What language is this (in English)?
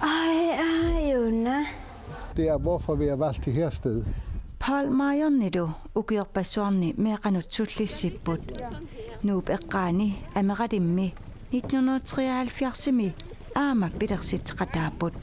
Kalaallisut